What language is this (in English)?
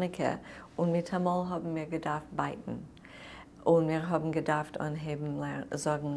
Yiddish